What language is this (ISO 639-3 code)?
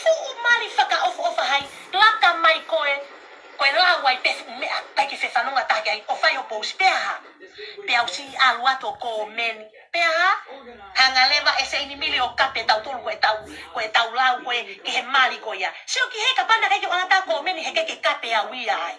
ton